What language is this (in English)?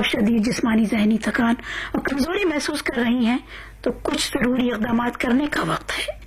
Urdu